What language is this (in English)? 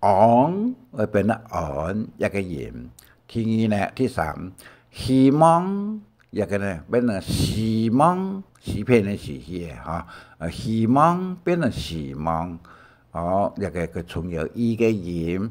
Hakka Chinese